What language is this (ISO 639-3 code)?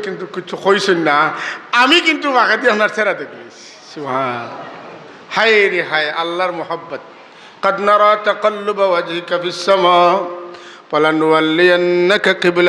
syl